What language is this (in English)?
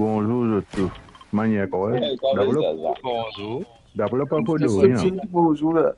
Morisyen